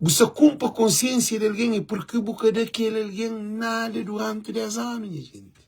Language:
Kabuverdianu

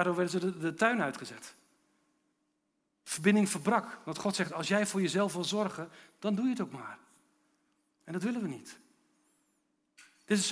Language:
Dutch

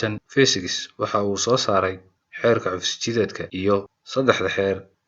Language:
Somali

